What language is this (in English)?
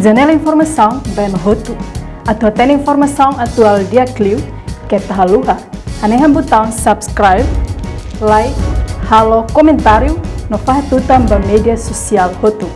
Tetum